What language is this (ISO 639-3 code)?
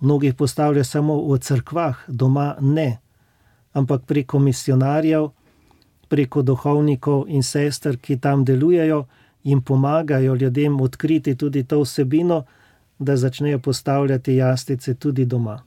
slv